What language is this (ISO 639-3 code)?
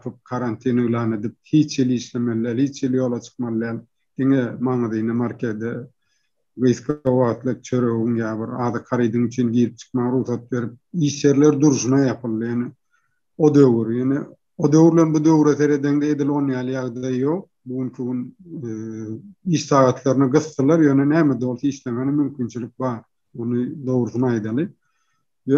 tuk